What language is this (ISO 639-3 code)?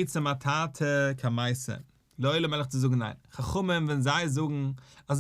yid